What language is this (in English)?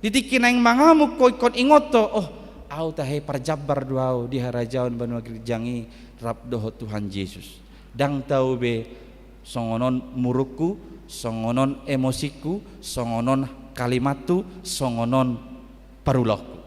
Batak Toba